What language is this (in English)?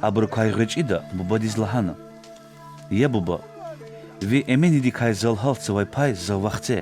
Lezghian